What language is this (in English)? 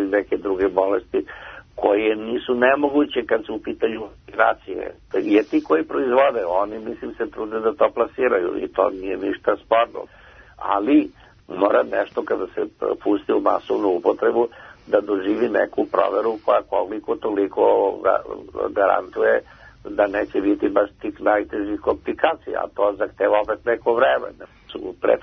Serbian